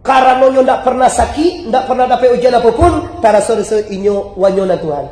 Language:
Minangkabau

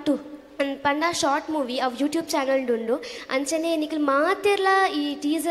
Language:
Tulu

